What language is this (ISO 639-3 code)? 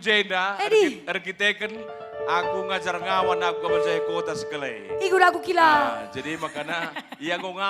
btx